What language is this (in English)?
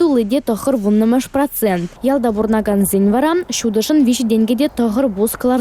Chuvash